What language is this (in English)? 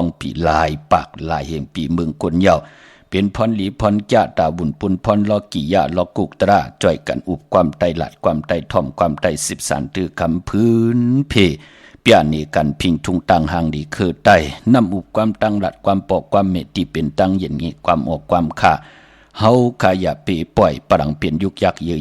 Shan